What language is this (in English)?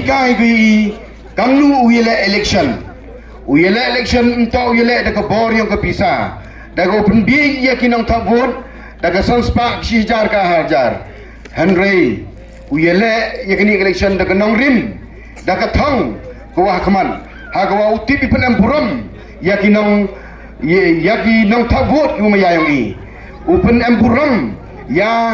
Pnar